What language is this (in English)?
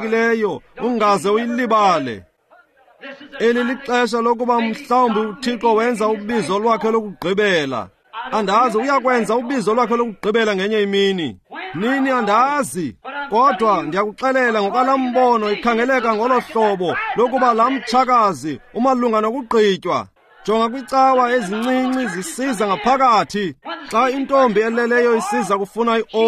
Xhosa